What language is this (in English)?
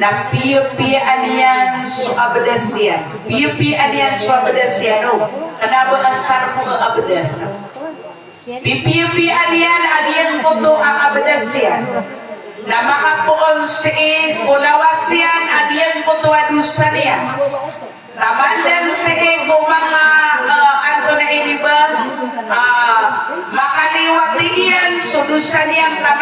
Maranao